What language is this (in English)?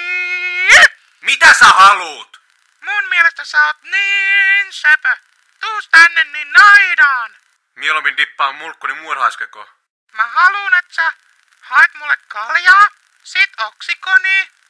Finnish